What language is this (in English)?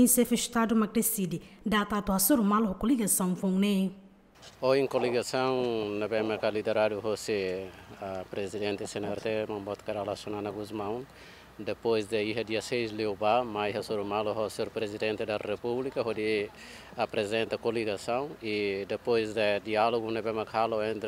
Tetum